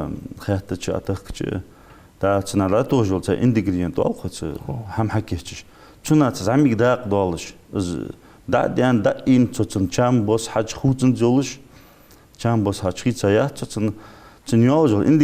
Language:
Ingush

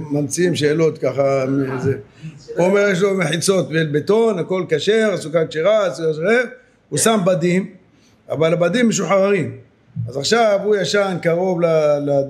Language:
Hebrew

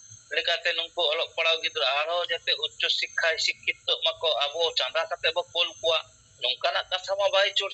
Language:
Santali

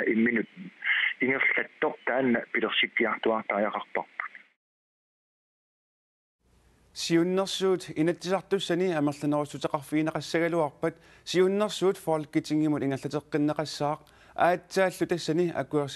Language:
Kalaallisut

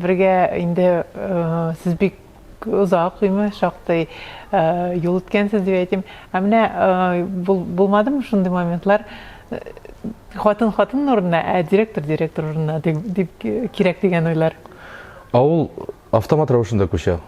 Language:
Tatar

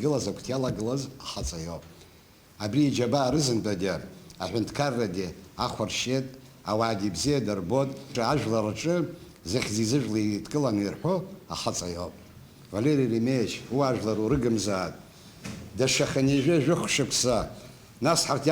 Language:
Abkhazian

